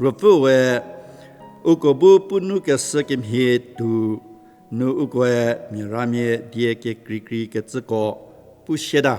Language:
Angami Naga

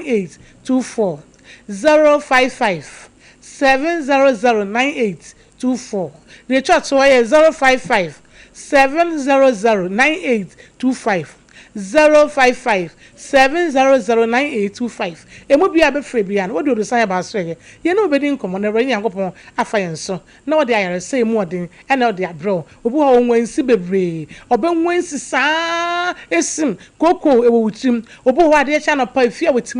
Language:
Akan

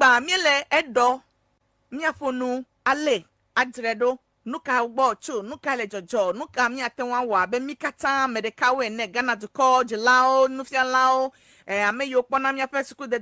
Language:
Ewe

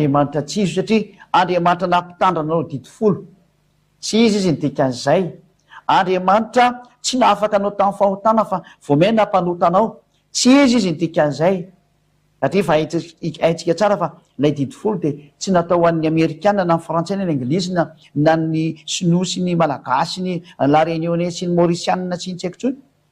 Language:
Malagasy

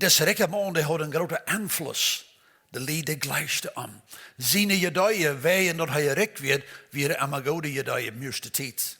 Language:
Plautdietsch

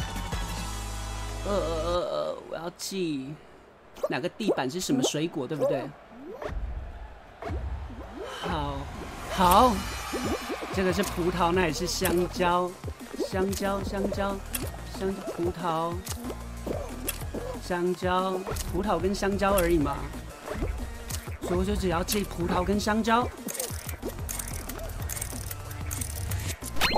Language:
Chinese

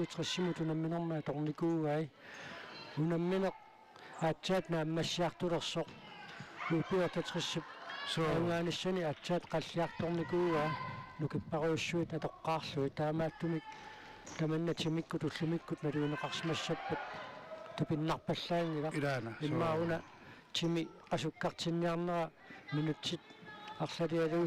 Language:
Kalaallisut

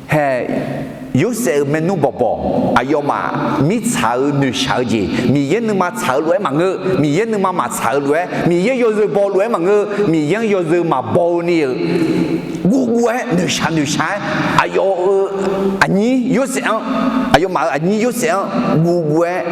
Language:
Akha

